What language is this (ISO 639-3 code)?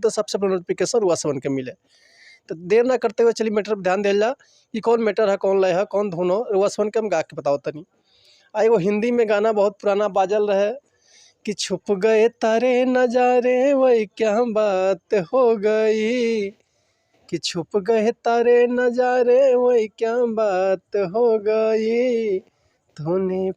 bho